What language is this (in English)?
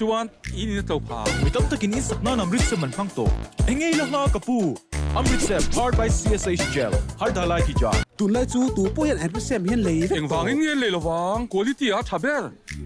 Mizo